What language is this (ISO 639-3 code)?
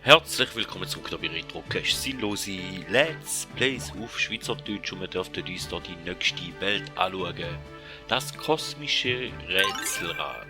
gsw